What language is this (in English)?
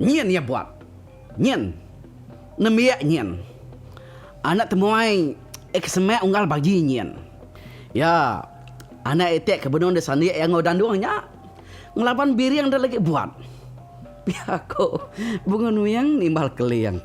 Iban